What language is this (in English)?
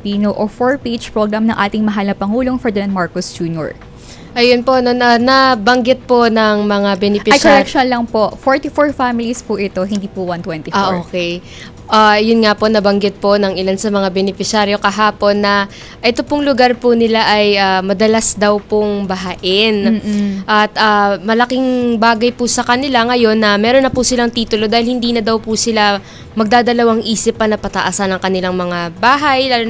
Filipino